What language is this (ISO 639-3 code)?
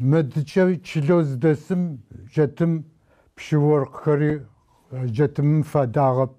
ady